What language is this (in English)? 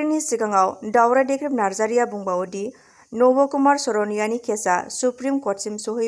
Bodo